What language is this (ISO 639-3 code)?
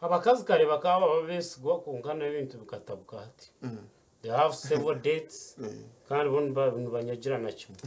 nyn